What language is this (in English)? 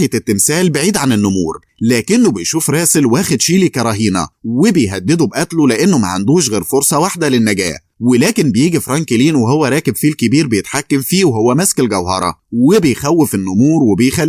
Egyptian Arabic